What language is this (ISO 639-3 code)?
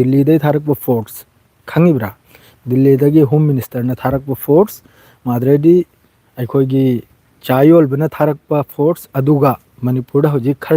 mni